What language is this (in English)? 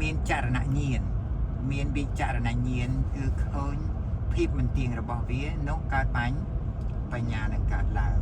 Khmer